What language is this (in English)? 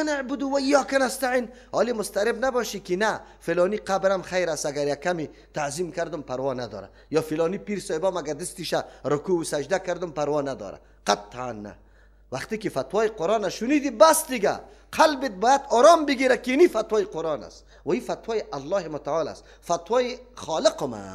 Persian